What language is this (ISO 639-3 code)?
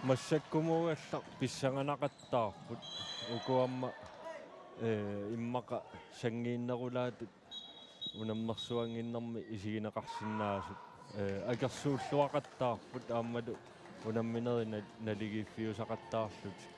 kal